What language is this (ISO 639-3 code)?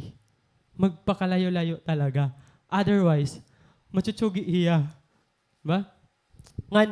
war